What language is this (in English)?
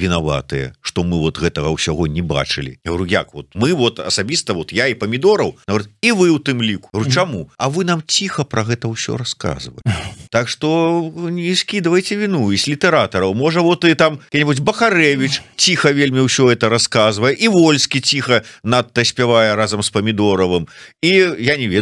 Belarusian